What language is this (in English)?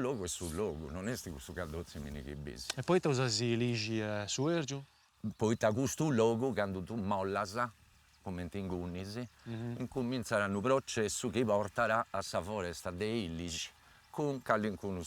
Sardinian